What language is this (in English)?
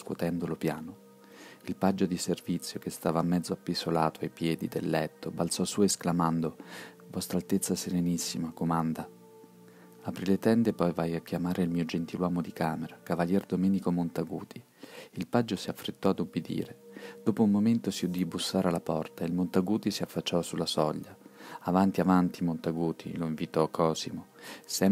Italian